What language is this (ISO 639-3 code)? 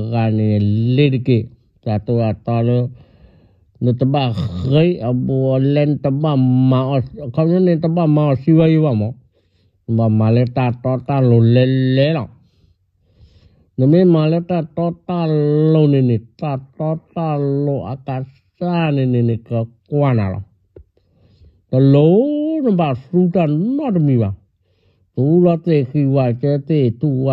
ksw